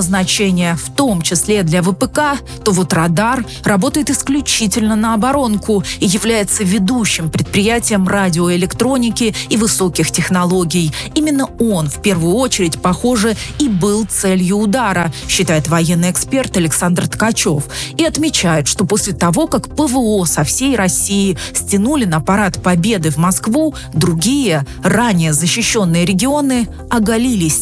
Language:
Russian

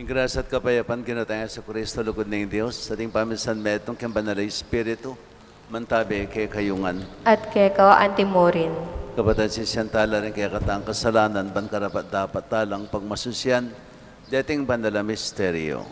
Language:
Pampanga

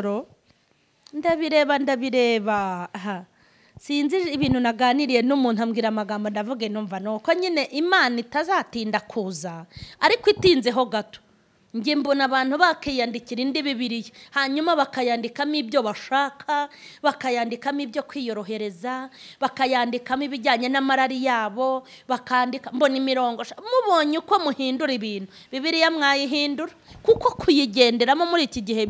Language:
Kinyarwanda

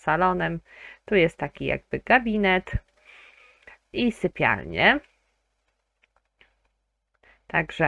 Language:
Polish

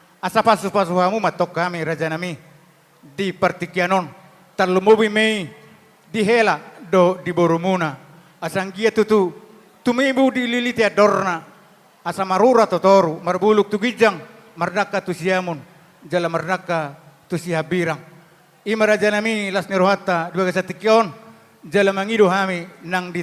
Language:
Batak Toba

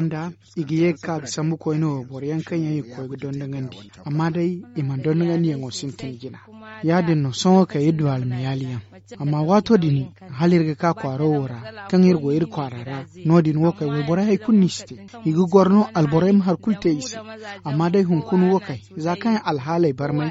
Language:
Zarma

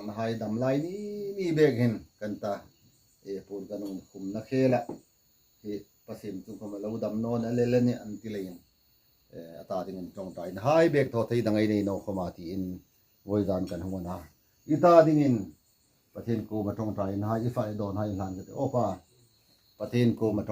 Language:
Hmar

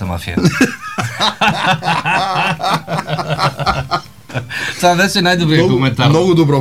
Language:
Bulgarian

